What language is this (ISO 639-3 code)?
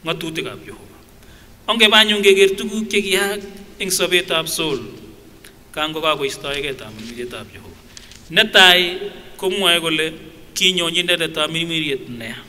sgc